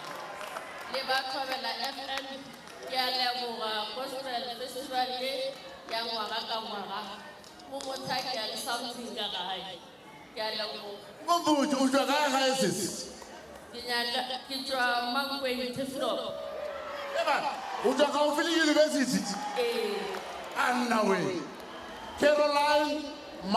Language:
Northern Sotho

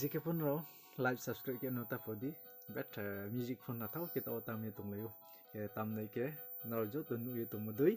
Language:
Riang (India)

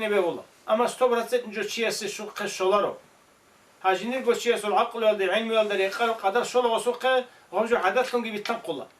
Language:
Avaric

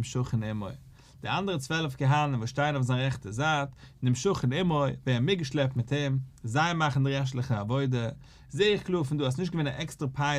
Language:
Yiddish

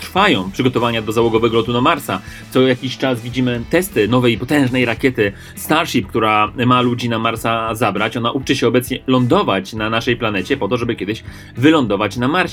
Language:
Polish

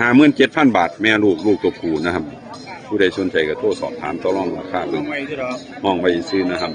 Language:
Northeastern Thai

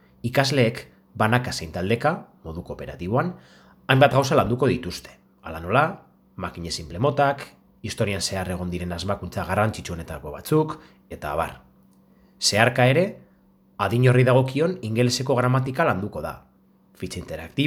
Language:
Basque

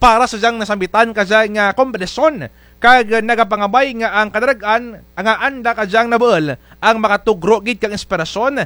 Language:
Kinaray-a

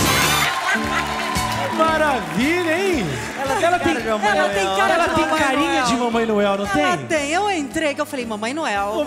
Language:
Portuguese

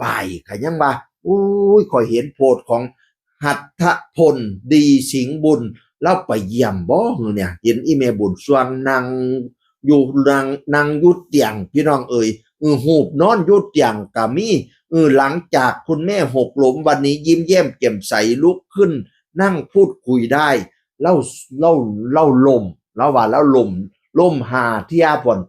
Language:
Northeastern Thai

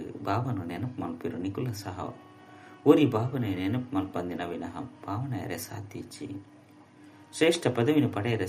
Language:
Tulu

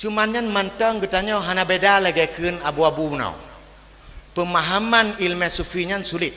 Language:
Achinese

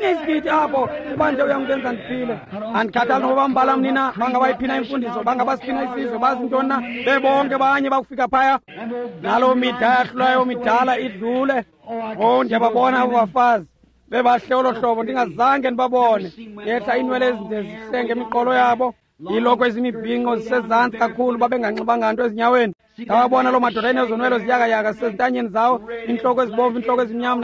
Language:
Xhosa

